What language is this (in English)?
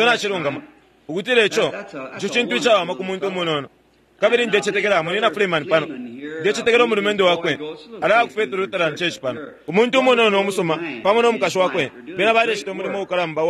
Bemba